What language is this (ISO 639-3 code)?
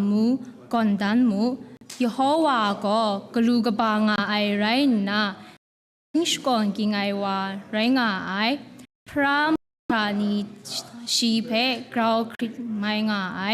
kac